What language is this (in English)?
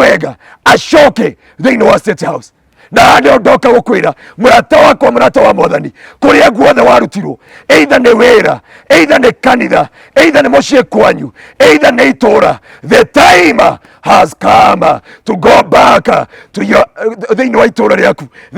Kikuyu